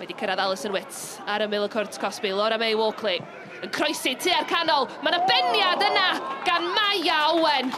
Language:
Welsh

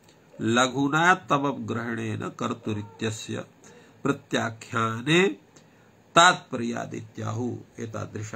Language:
Sanskrit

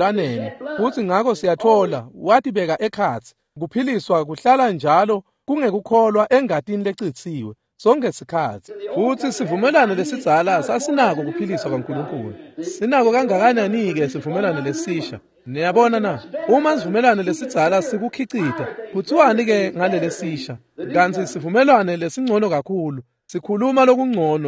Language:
Swati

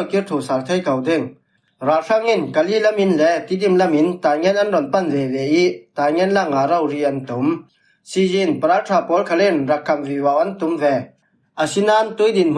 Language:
Falam Chin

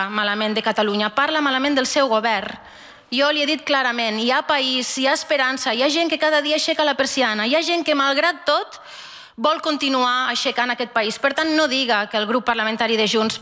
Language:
Catalan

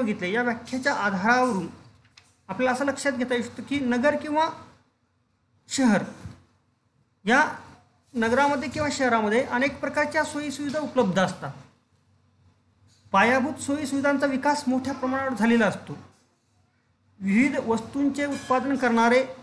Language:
Marathi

